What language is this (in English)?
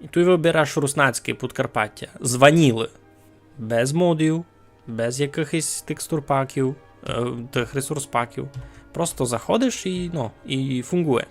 Rusyn